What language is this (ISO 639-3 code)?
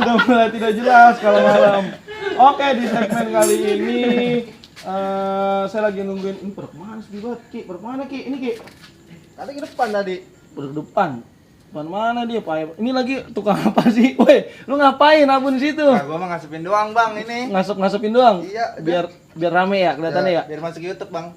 bew